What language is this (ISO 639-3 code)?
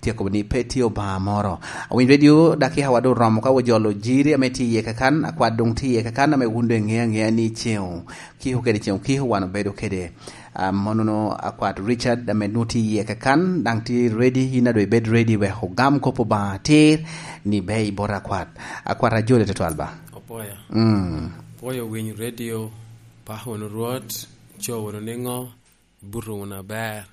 laj